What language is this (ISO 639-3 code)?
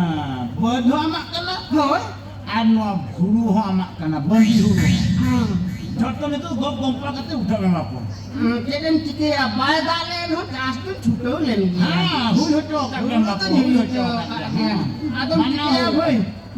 sat